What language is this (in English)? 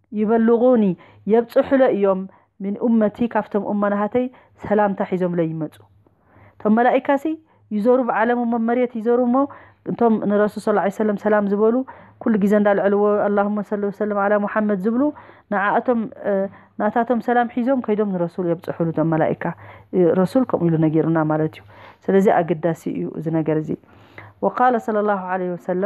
Tigrinya